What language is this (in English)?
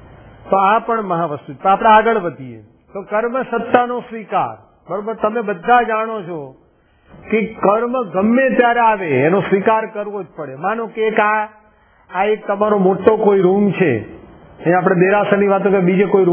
Gujarati